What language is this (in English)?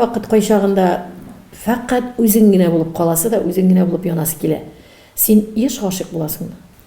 Tatar